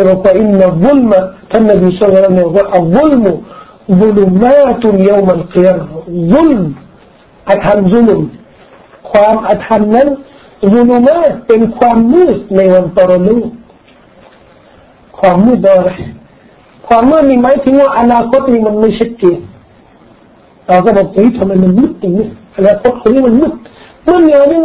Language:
Thai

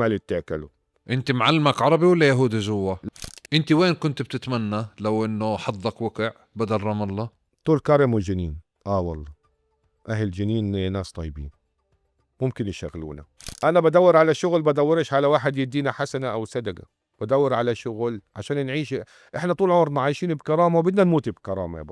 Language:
North Levantine Arabic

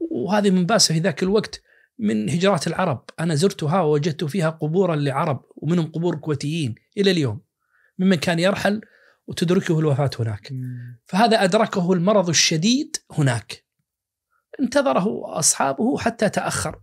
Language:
Najdi Arabic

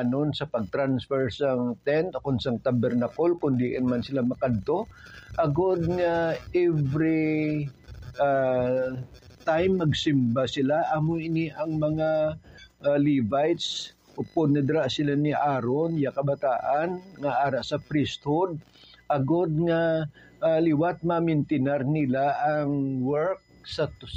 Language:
Hiligaynon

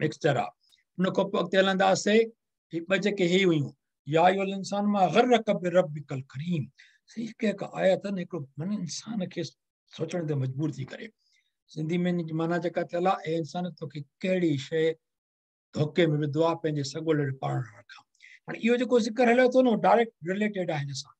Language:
Sindhi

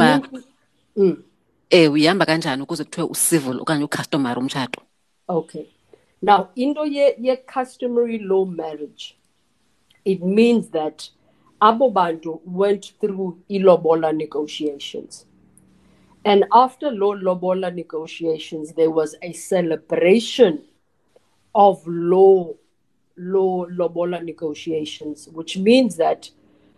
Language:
Xhosa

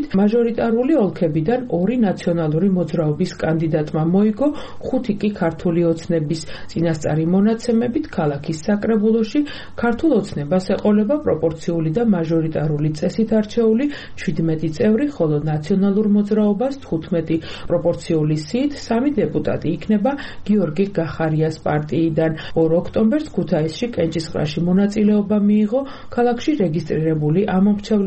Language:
Georgian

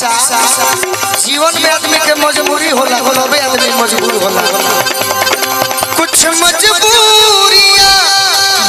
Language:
Bhojpuri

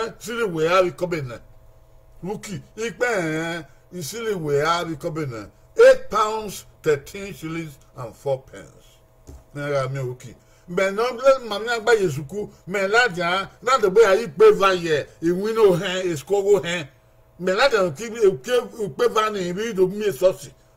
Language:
Bini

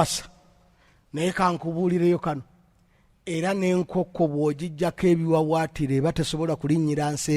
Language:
Ganda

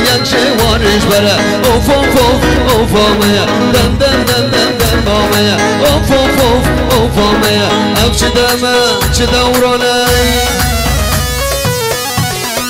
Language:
Persian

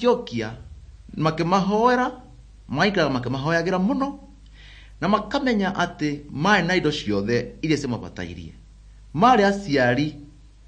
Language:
Kikuyu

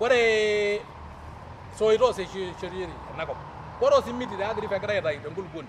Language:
Masai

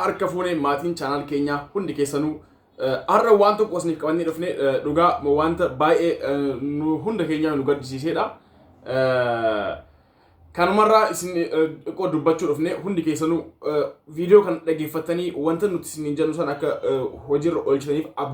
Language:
Oromo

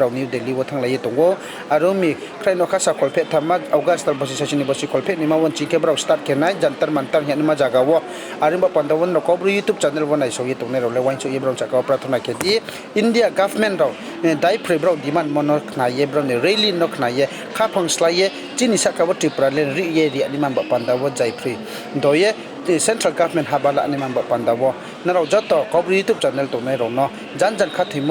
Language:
Riang (India)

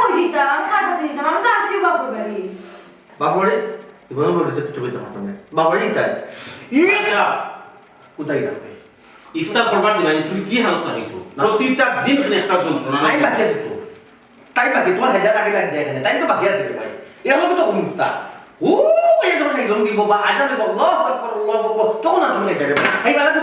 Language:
Sylheti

